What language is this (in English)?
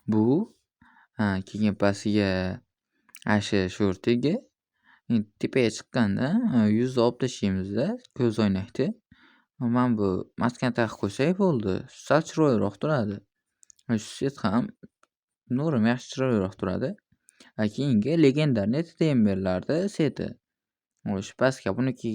Uzbek